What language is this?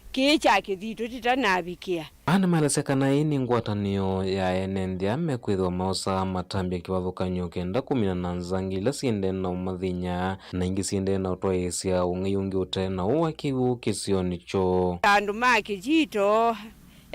Kamba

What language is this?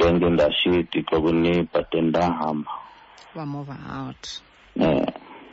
Xhosa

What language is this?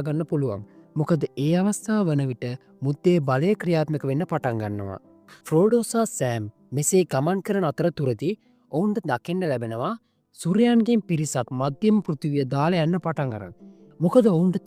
Sinhala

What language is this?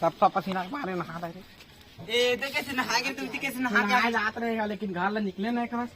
Chhattisgarhi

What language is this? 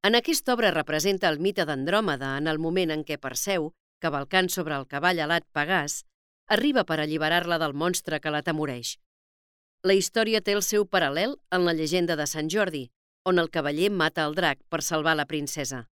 Catalan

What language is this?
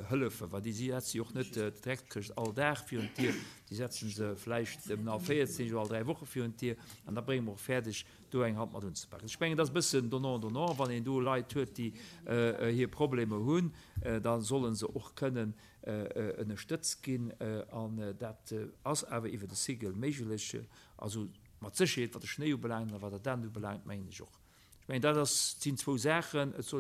Luxembourgish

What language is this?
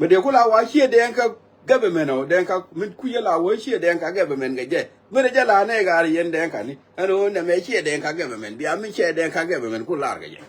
Nuer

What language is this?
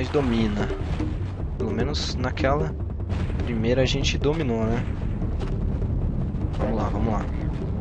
Portuguese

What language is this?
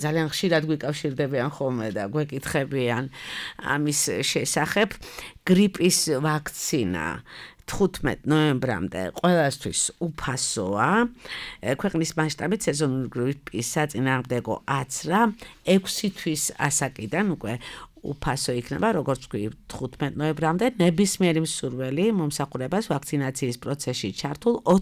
Georgian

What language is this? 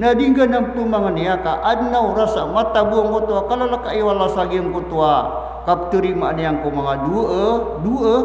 Maranao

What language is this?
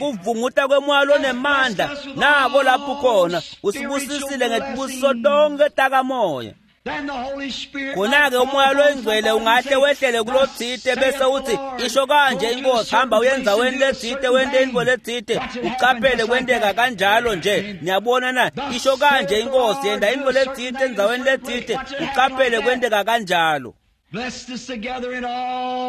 Swati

